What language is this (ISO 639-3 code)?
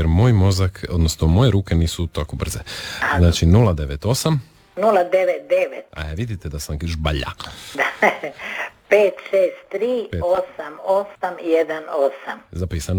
hrv